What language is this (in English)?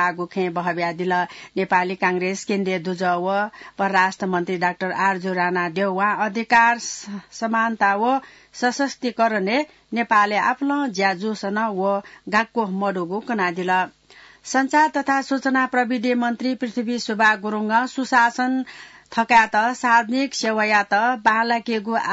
Newari